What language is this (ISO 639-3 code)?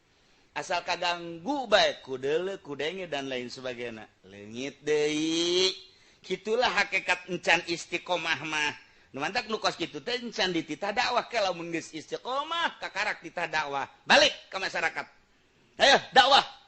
sun